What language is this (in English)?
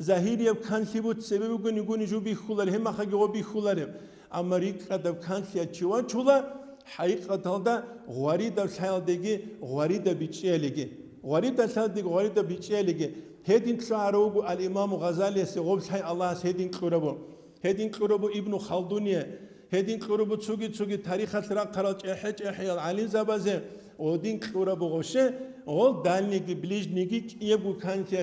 Avaric